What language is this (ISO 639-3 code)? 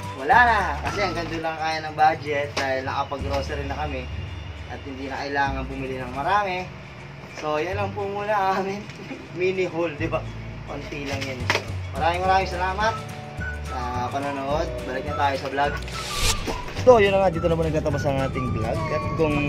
fil